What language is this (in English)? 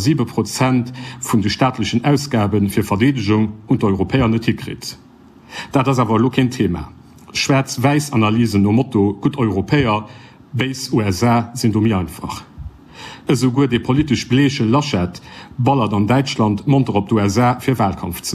Luxembourgish